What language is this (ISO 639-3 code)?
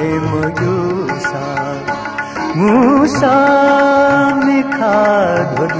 new